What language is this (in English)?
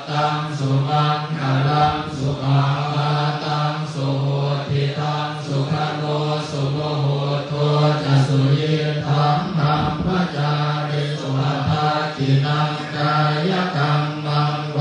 Pali